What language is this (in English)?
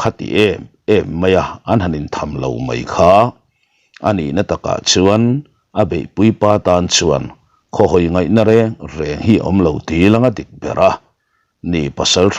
Mizo